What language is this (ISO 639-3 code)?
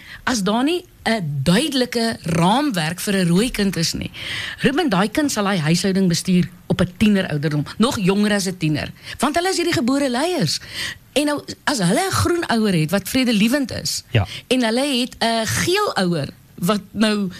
afr